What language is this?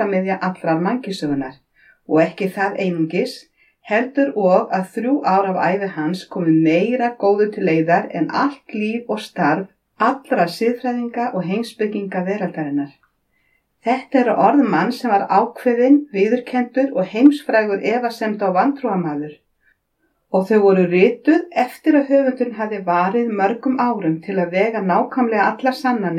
Icelandic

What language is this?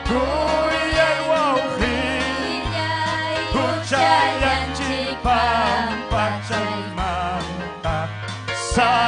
Ayacucho Quechua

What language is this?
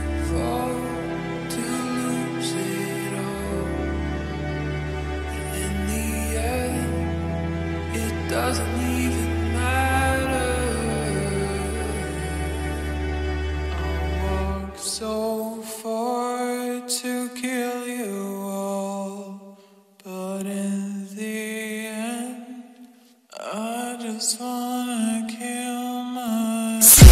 English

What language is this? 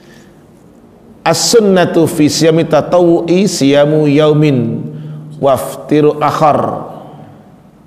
Indonesian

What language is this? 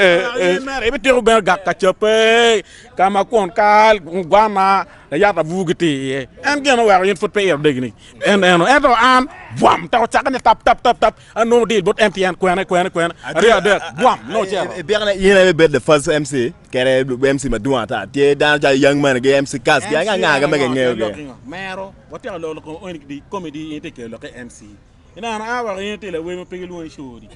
Acoli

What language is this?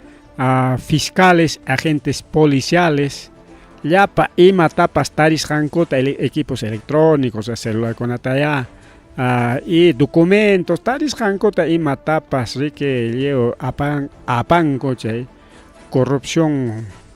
Ayacucho Quechua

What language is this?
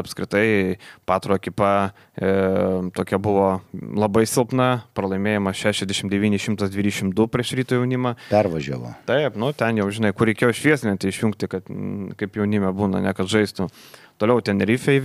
Lithuanian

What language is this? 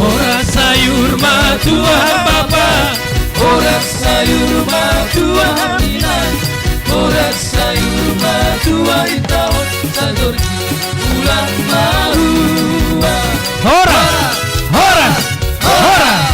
Batak Simalungun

